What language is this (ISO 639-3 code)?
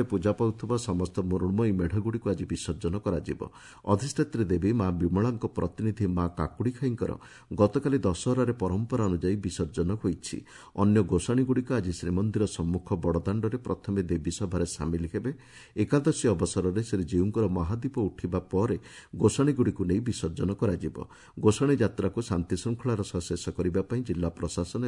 ori